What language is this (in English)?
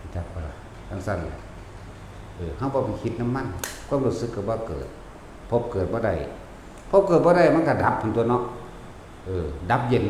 Northeastern Thai